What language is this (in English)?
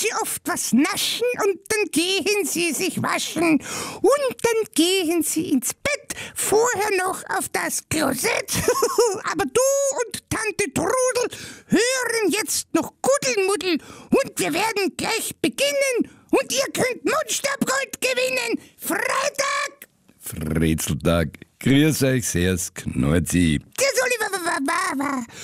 German